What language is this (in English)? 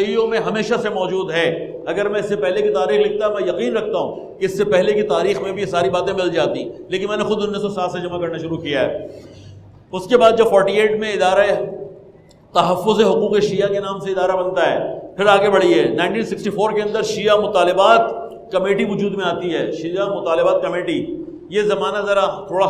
Urdu